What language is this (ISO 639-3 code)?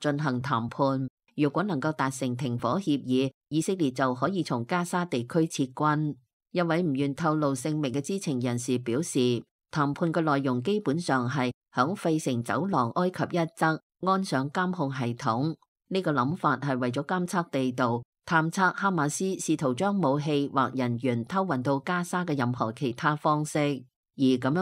yue